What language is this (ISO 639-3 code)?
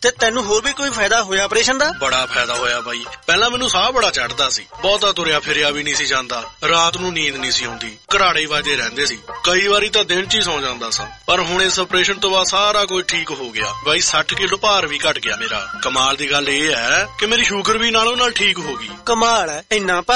pan